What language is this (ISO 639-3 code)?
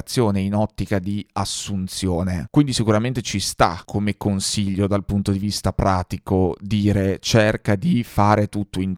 ita